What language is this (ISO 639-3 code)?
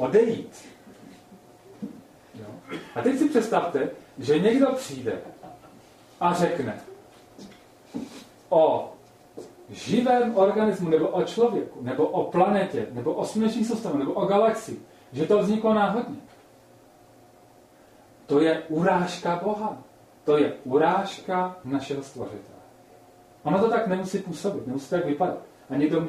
ces